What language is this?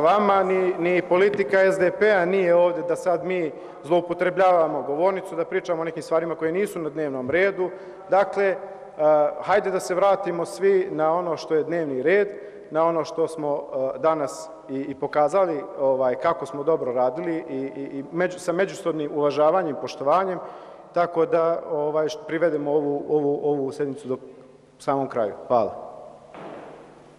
Serbian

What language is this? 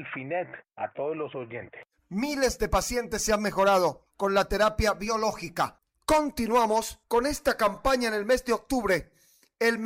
Spanish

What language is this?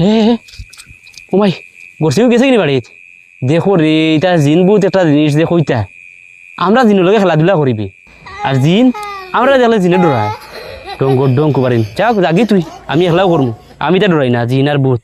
Sylheti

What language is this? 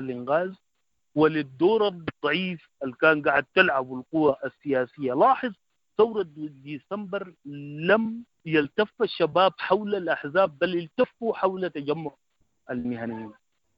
Sudanese Arabic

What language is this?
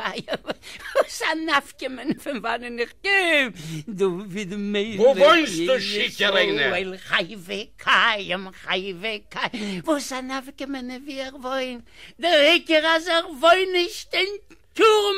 Yiddish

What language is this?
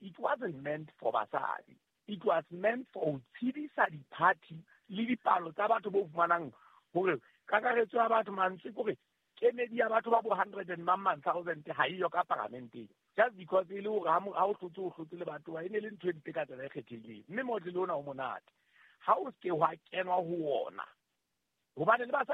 Southern Sotho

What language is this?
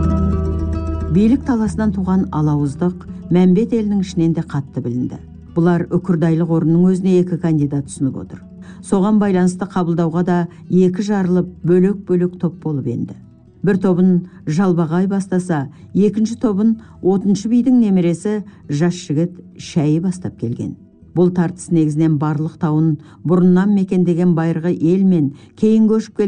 Kazakh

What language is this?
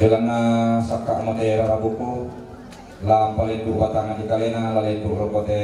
Toraja-Sa'dan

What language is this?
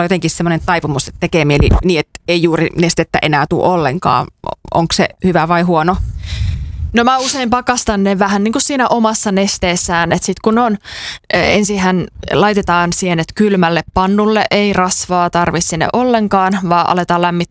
Finnish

